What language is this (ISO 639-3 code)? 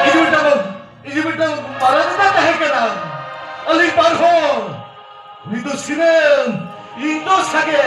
sat